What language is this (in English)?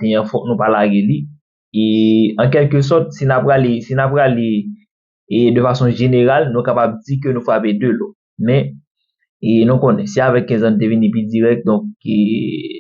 Haitian Creole